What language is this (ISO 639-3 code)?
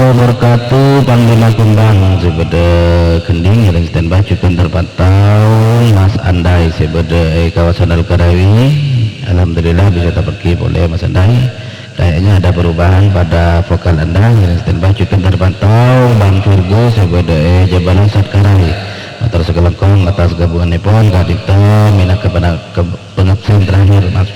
mad